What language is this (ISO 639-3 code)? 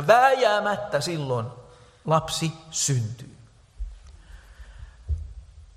fin